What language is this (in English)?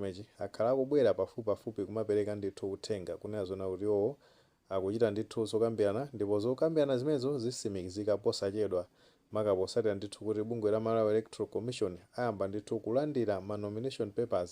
Nyanja